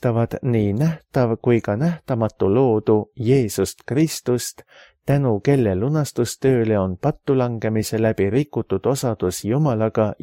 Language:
Estonian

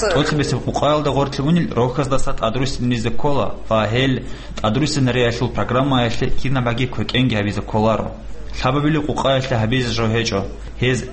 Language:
Avaric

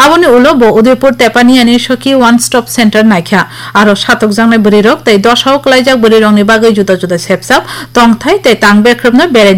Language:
Kok Borok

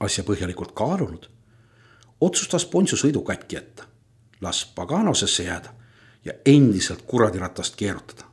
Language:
Estonian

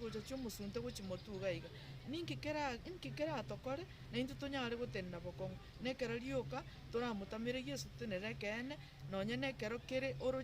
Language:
Gusii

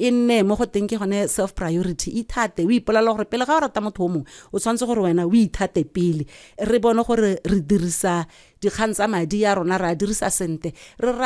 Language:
Tswana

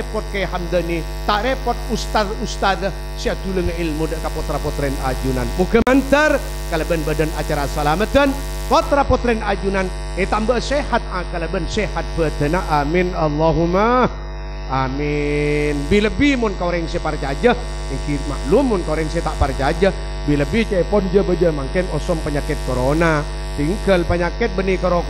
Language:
Madurese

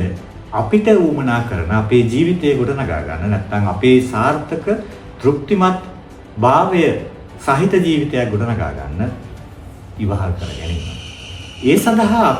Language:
Sinhala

